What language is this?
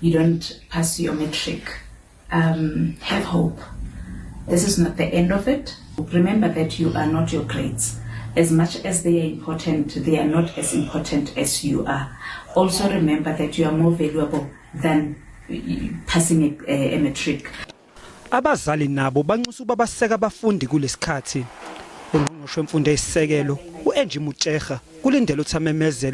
Zulu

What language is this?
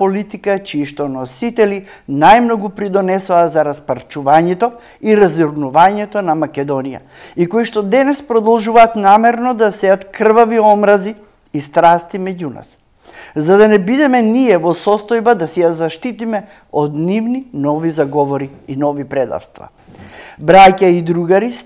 Macedonian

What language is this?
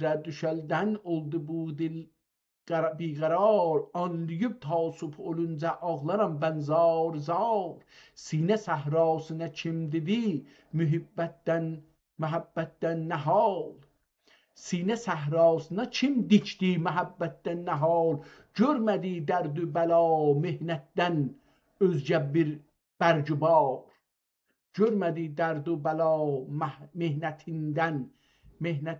South Azerbaijani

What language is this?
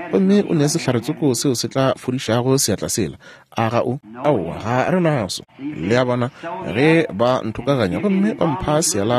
Northern Sotho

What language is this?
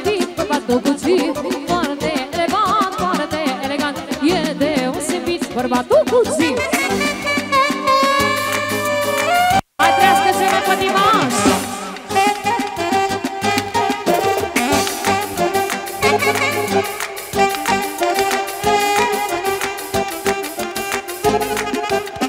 Romanian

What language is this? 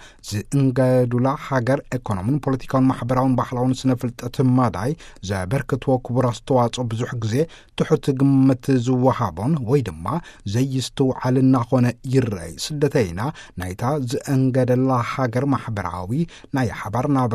Tigrinya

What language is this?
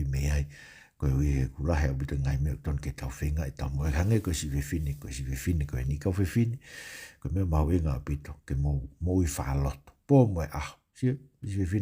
Tongan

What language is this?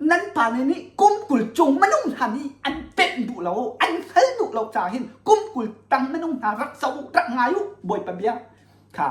Hakha Chin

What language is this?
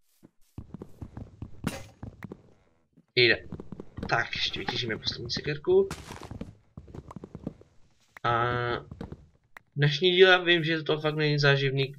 Czech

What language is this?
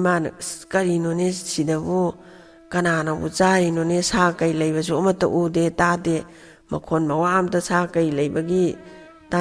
Manipuri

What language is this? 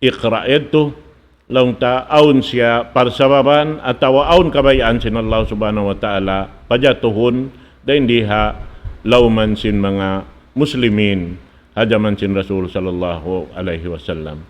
Tausug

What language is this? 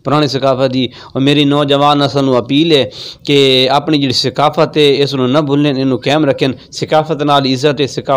Saraiki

